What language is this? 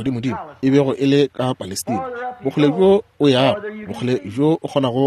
Northern Sotho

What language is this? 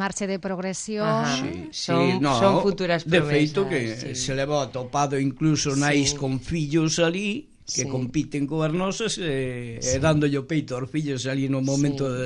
Galician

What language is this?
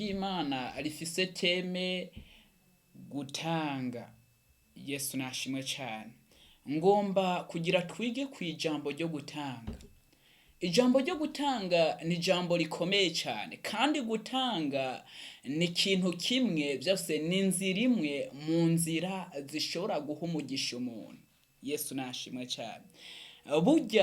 Rundi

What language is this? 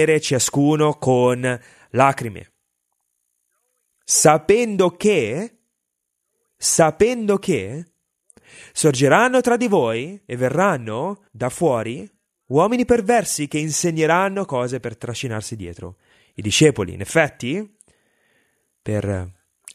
Italian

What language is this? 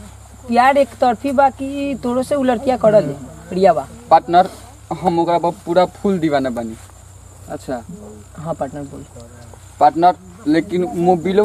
Bhojpuri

